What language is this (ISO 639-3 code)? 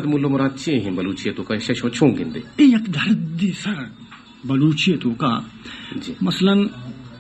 bal